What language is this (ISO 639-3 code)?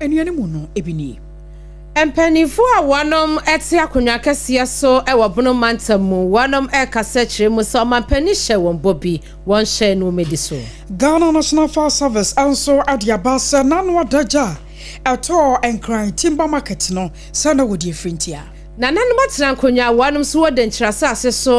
aka